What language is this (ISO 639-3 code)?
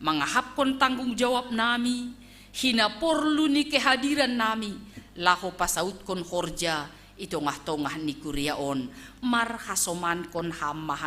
bts